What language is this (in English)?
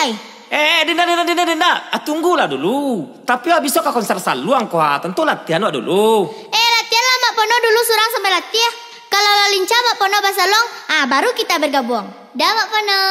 Minangkabau